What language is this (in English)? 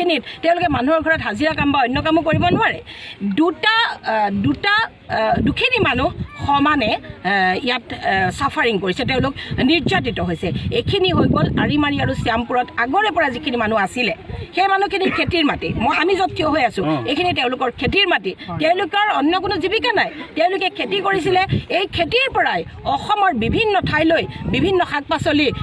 Assamese